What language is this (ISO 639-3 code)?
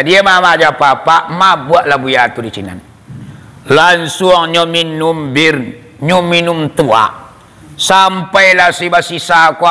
min